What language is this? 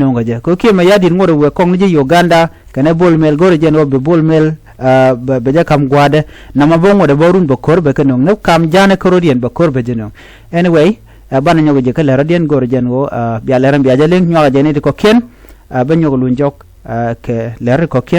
Nuer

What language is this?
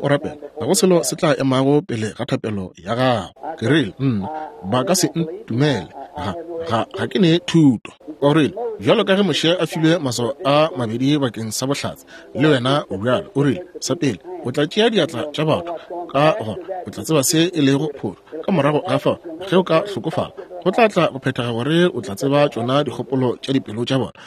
Northern Sotho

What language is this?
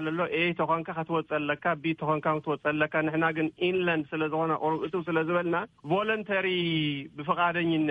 Tigrinya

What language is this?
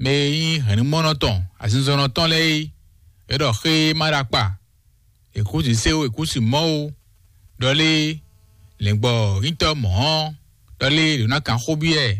Fon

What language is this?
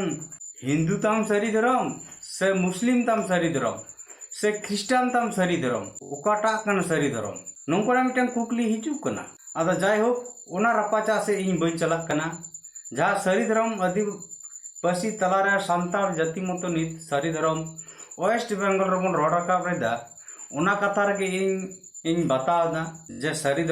Santali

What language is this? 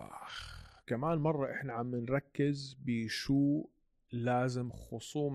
North Levantine Arabic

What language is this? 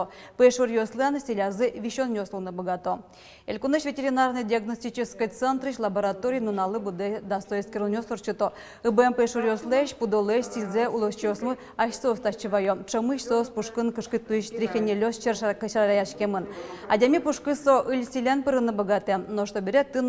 Udmurt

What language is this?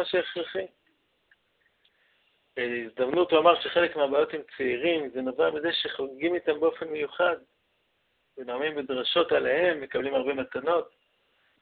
Hebrew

